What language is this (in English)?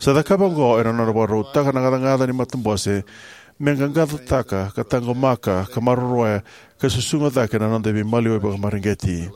Fijian